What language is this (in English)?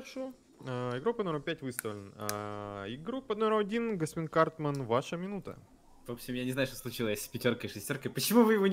Russian